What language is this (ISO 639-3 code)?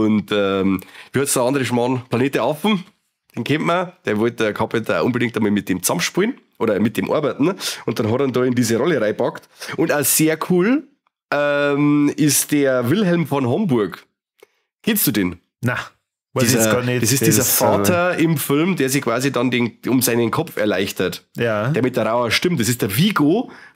bar